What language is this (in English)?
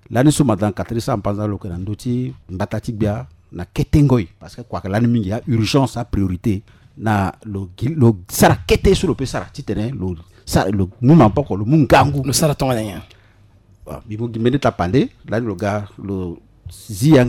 Sango